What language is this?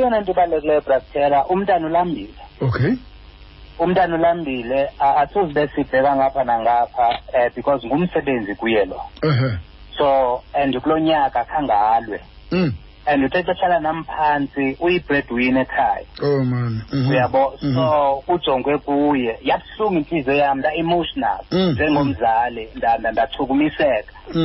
Xhosa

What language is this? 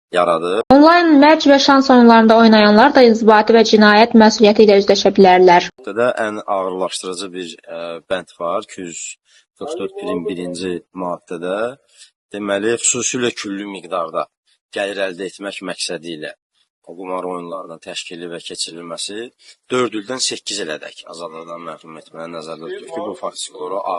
Azerbaijani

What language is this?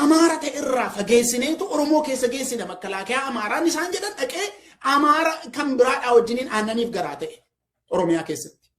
Oromo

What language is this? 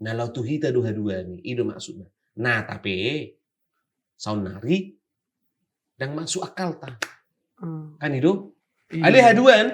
Batak Toba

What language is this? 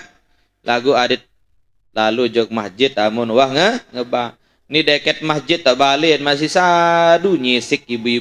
Sasak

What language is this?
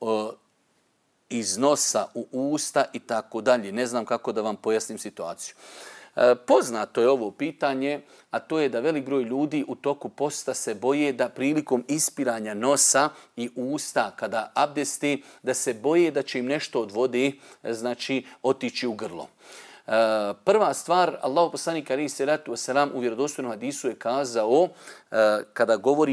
Bosnian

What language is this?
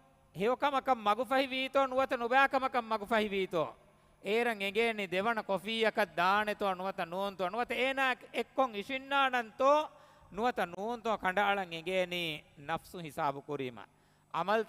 Divehi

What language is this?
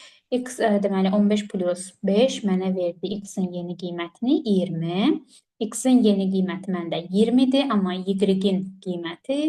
Azerbaijani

